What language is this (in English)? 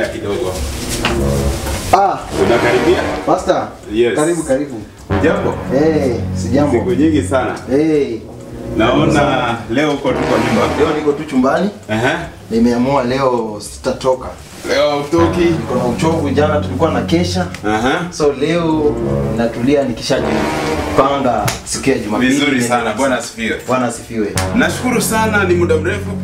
Swahili